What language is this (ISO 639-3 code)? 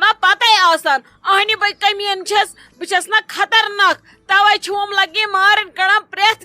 kas